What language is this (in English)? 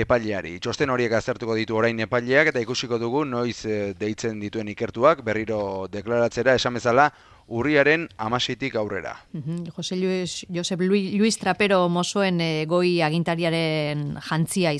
Basque